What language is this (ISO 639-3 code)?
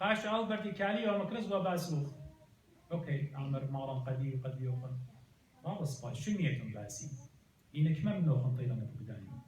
aii